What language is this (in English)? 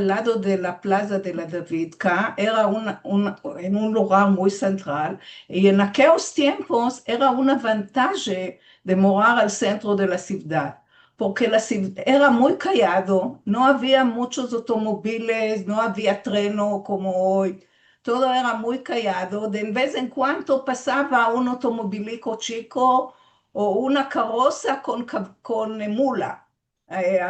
Ladino